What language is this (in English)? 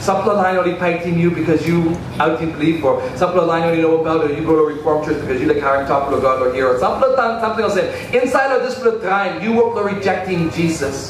Tok Pisin